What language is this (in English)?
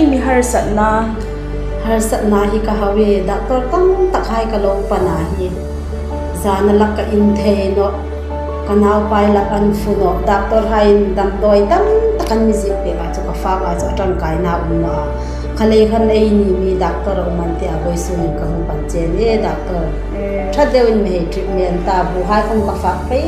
Hmar